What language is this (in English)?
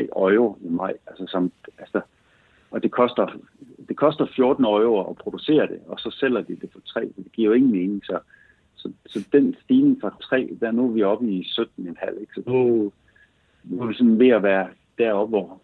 Danish